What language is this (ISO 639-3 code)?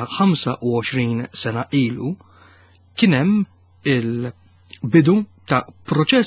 mlt